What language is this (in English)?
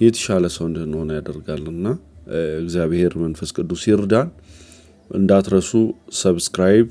Amharic